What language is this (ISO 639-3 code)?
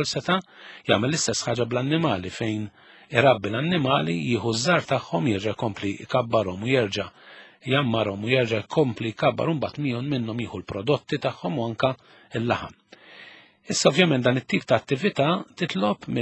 mlt